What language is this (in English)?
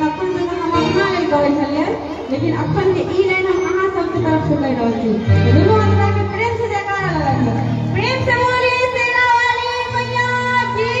Maithili